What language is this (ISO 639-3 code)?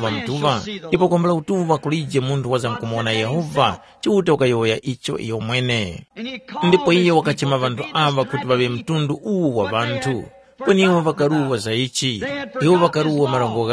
tum